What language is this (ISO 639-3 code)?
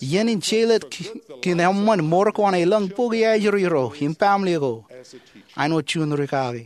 mah